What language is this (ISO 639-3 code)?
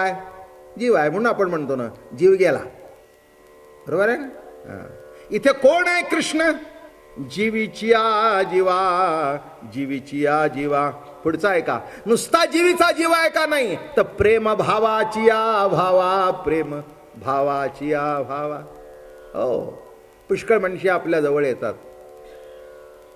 mar